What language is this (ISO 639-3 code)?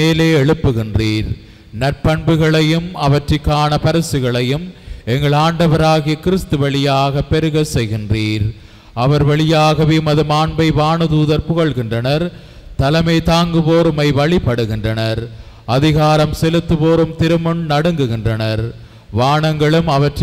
tam